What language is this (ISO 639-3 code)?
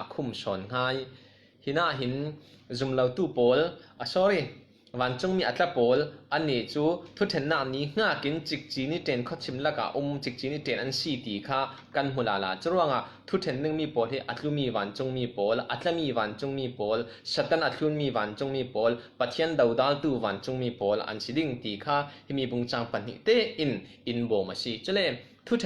cfm